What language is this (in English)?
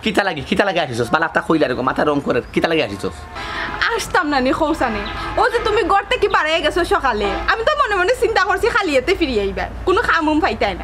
Sylheti